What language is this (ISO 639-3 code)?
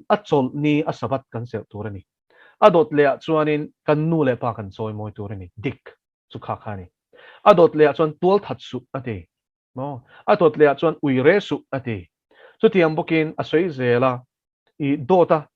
lus